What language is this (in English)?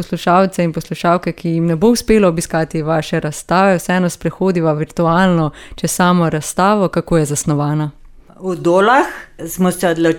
Slovenian